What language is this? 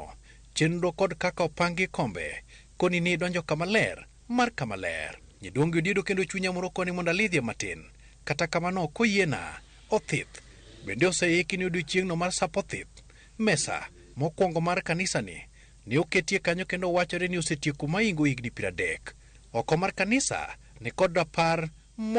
Luo (Kenya and Tanzania)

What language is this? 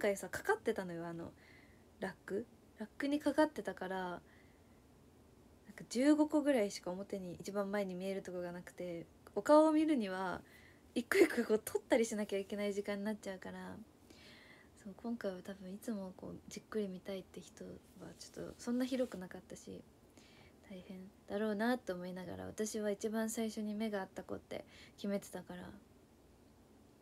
Japanese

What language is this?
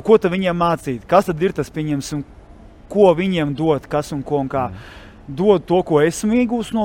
Latvian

